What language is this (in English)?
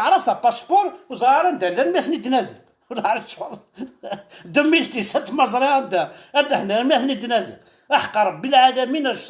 Kabyle